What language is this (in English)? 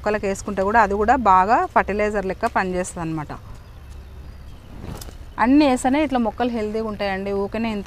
Telugu